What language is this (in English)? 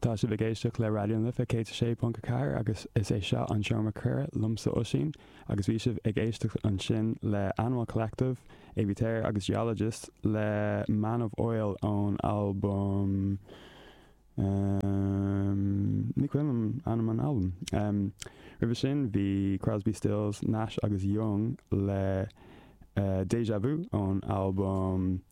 Irish